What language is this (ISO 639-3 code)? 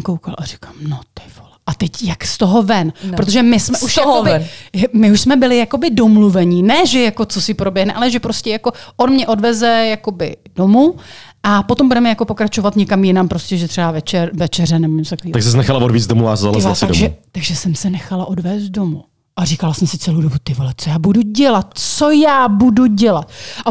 ces